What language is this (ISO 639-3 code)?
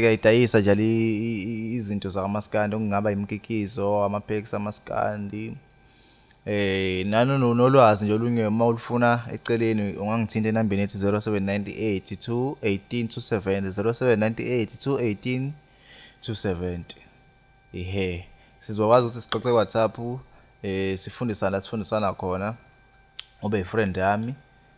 zul